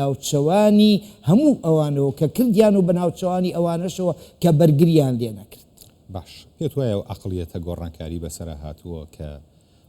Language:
Central Kurdish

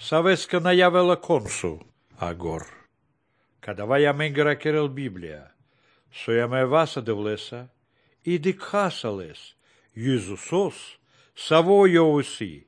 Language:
Macedonian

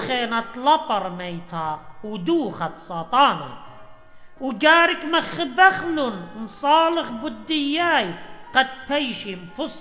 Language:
Assyrian Neo-Aramaic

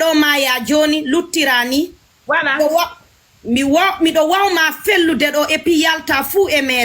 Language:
Fula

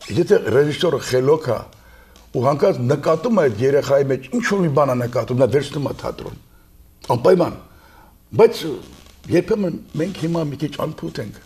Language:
Armenian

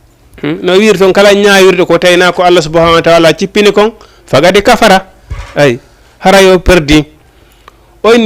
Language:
Fula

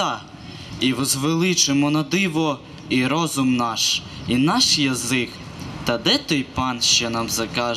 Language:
Ukrainian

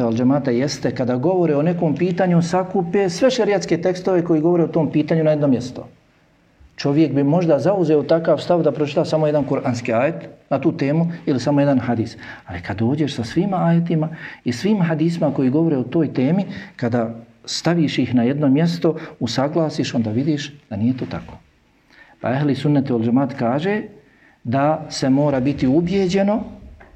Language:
Bosnian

